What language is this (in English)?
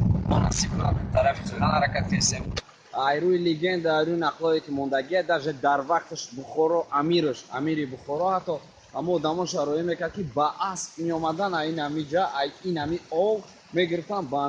Tajik